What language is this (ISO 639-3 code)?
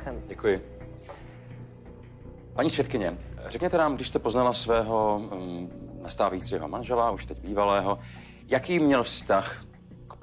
ces